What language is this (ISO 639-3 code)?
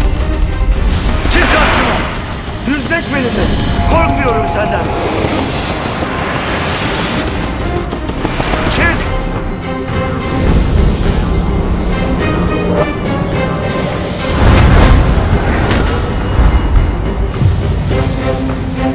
tur